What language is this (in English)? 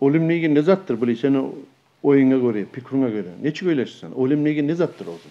Kumyk